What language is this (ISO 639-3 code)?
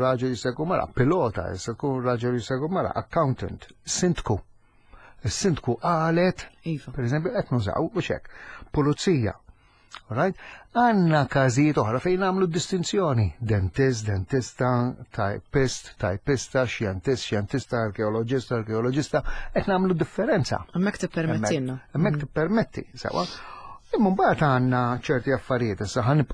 mlt